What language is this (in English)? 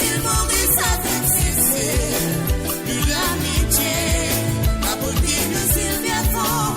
Morisyen